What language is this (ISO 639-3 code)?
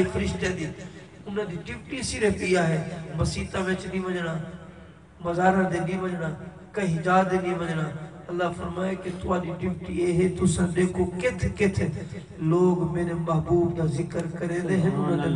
skr